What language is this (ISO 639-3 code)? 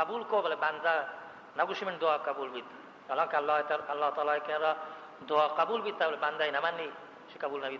bal